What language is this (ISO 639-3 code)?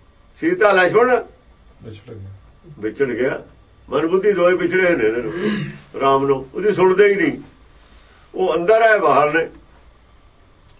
pan